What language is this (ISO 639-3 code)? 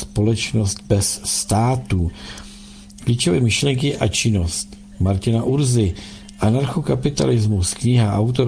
ces